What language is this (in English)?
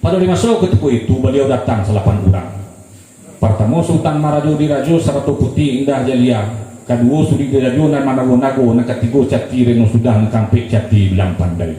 Minangkabau